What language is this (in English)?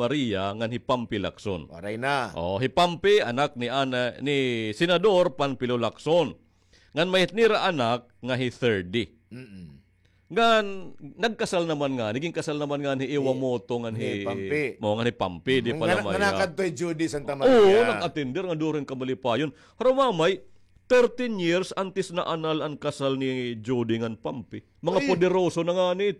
Waray